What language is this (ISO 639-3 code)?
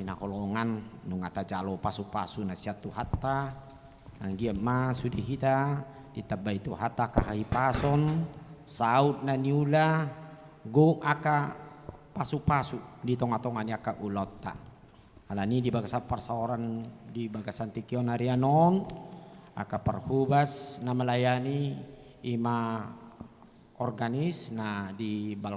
bbc